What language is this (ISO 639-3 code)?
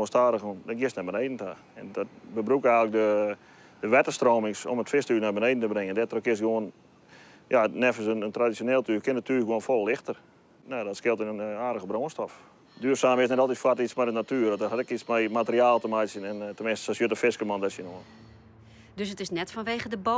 fry